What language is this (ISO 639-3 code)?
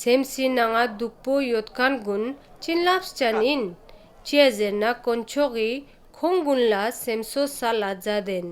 lbj